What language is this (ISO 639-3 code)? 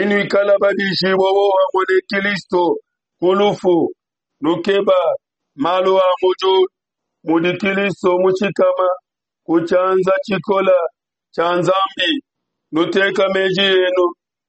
lua